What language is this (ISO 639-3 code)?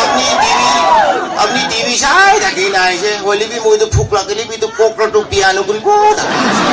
nag